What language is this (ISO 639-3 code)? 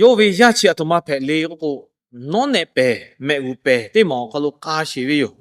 lhu